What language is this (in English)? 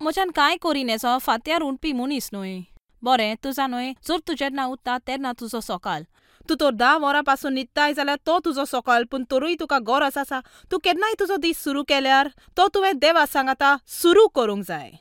Konkani